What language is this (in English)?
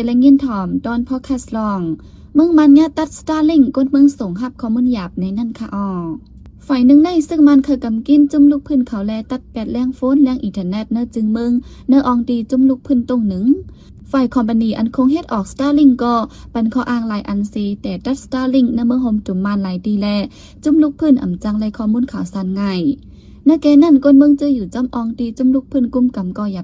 Shan